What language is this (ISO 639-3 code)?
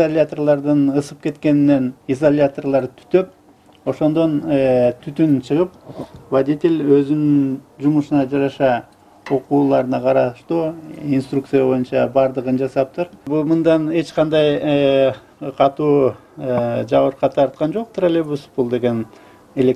kir